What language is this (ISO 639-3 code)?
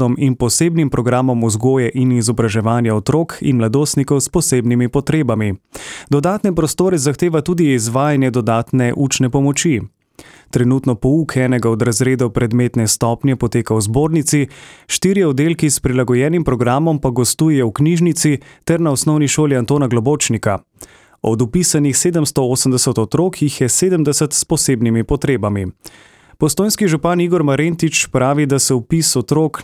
slv